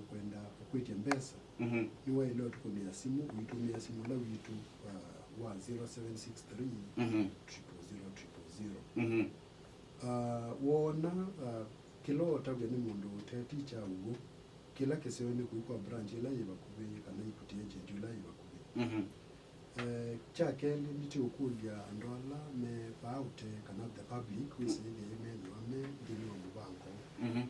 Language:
Kamba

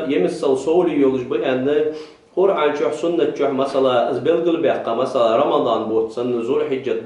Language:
Ingush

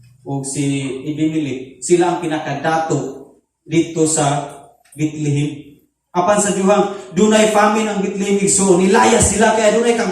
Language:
Cebuano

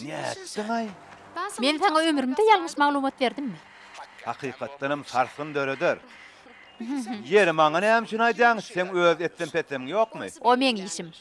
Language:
Turkmen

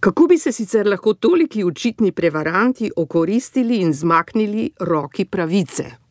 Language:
Slovenian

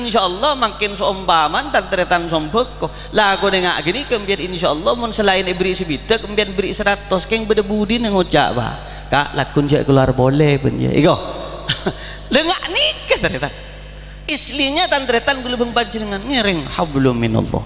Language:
Madurese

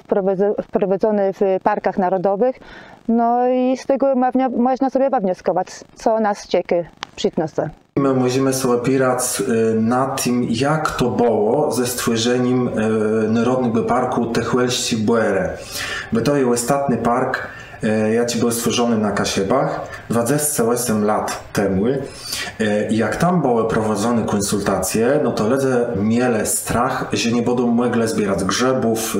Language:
Kashubian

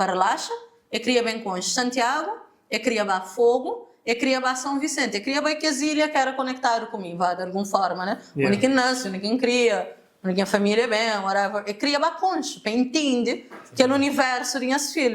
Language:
Kabuverdianu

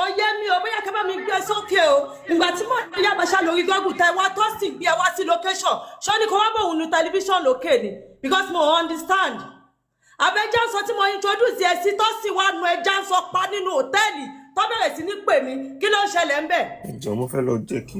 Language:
Yoruba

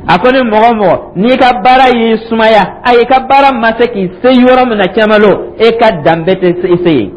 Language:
Dyula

